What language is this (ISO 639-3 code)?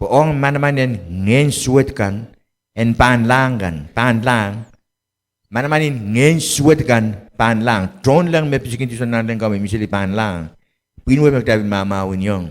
pon